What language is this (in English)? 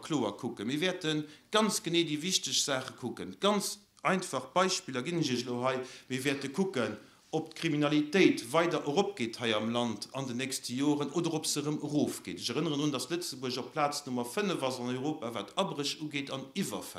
Luxembourgish